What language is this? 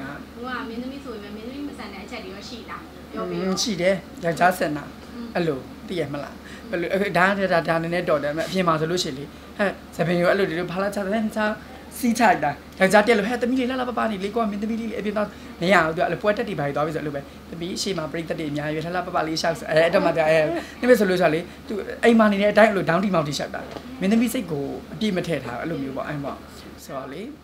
Burmese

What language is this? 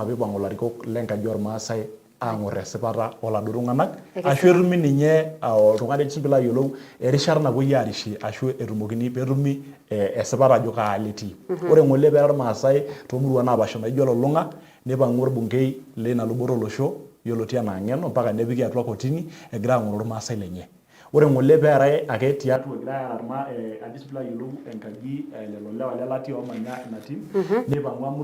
Masai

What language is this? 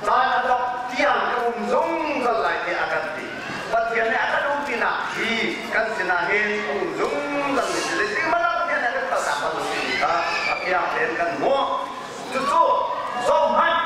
Hakha Chin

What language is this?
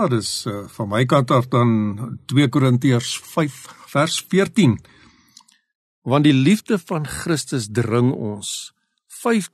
Afrikaans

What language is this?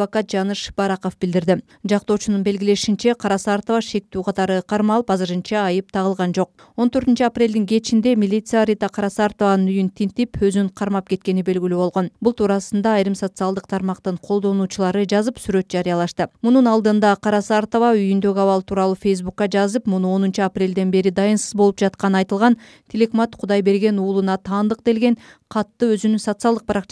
Kyrgyz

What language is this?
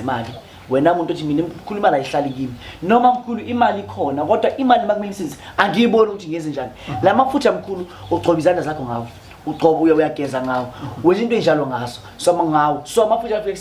Zulu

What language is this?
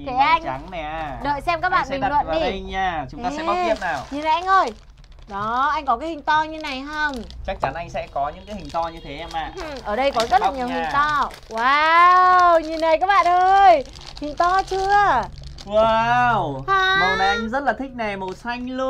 Vietnamese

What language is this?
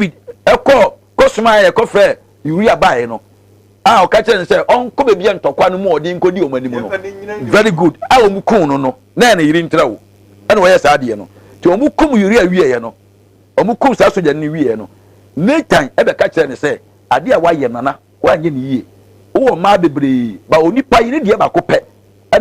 Akan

